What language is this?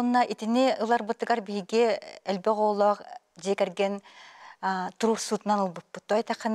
Yakut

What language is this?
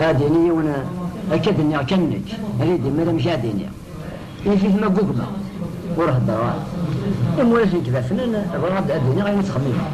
Kabyle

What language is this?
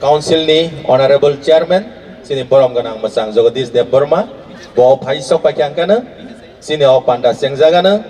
Kok Borok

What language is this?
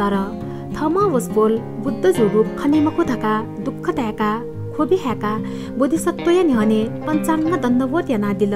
Newari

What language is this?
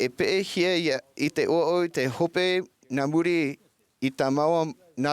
Tahitian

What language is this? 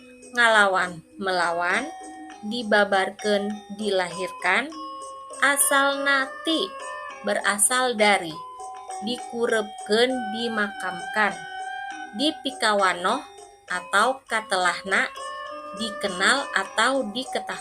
Sundanese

